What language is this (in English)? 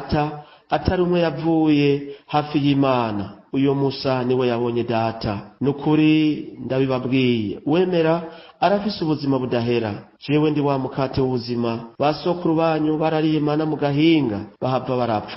Rundi